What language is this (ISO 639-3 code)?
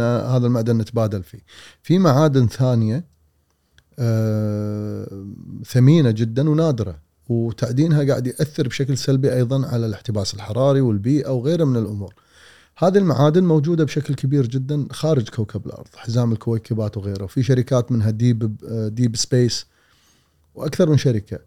afb